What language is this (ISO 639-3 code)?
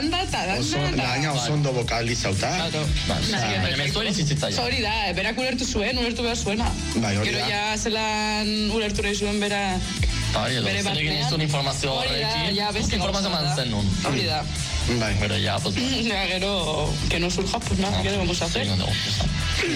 eus